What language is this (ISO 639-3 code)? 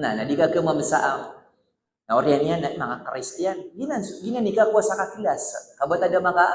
mrw